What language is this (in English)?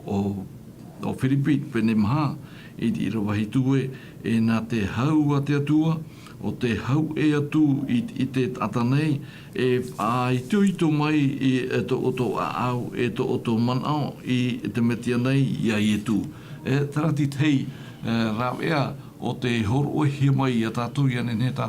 Tahitian